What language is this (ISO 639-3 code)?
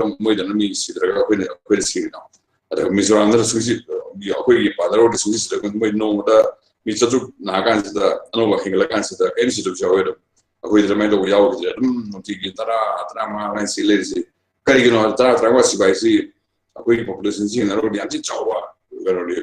mni